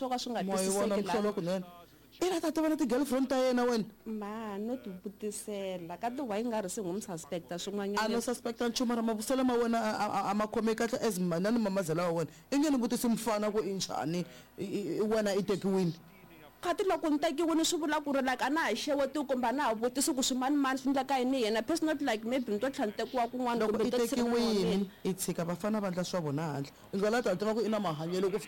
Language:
Tsonga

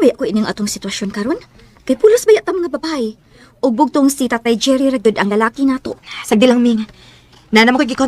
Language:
Cebuano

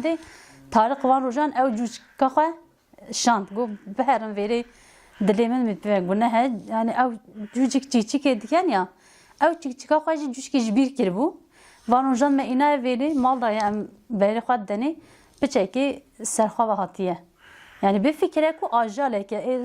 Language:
Kurdish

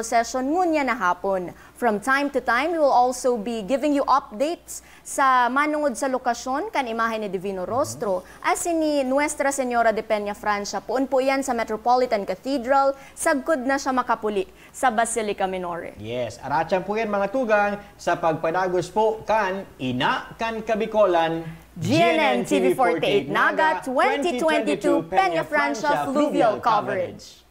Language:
Bikol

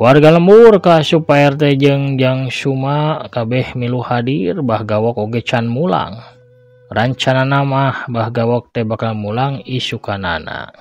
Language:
Sundanese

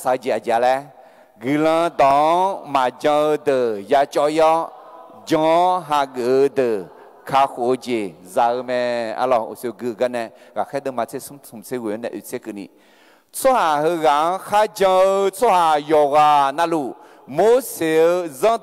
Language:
Akha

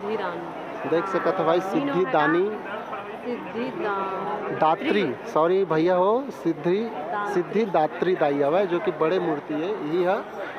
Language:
Chhattisgarhi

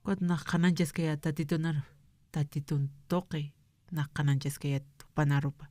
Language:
Aymara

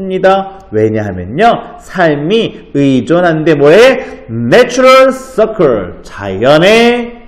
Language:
Korean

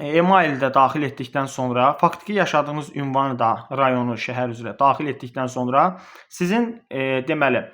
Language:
Azerbaijani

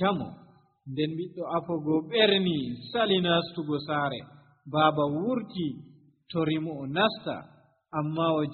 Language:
Nigerian Fulfulde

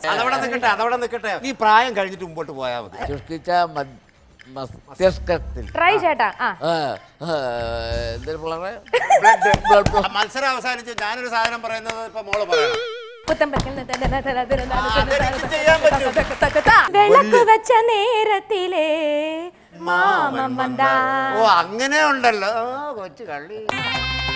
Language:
Malayalam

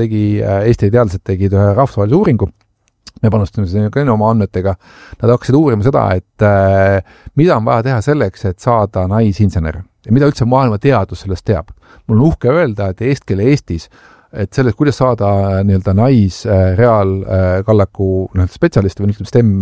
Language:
Estonian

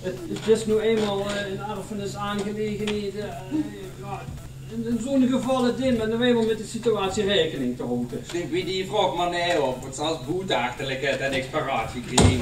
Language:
Limburgish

